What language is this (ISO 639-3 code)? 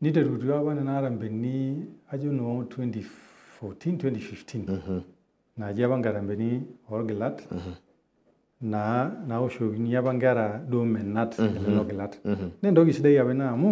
mas